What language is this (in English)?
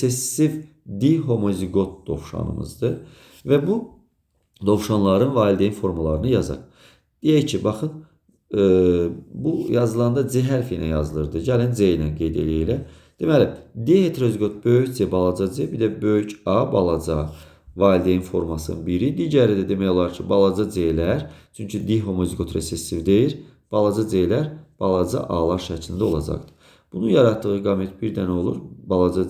Azerbaijani